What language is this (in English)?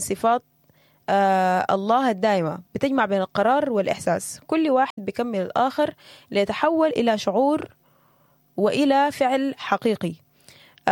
Sudanese Arabic